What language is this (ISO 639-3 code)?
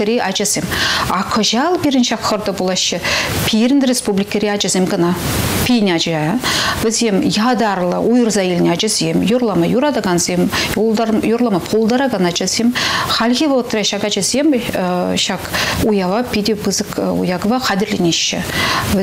chv